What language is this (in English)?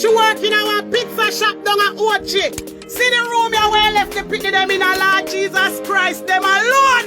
Jamaican Creole English